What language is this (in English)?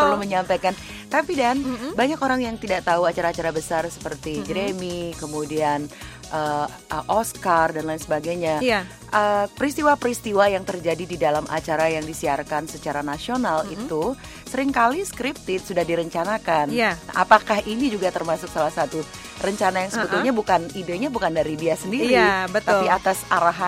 Indonesian